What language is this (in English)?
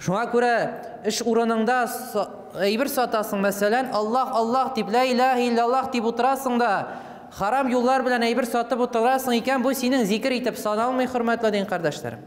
Tatar